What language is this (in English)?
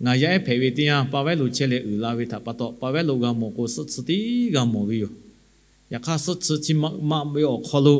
Lahu